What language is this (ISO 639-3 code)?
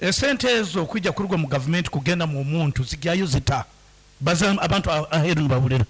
nyn